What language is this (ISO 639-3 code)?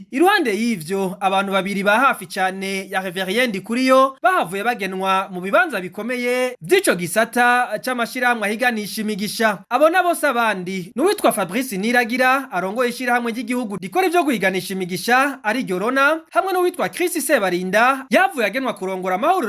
run